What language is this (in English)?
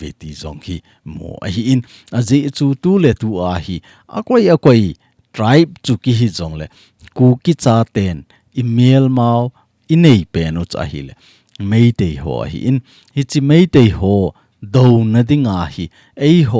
Thado Chin